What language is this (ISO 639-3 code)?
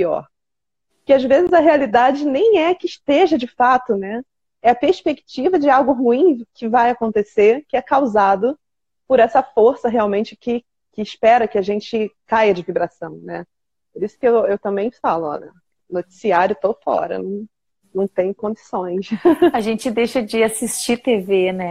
por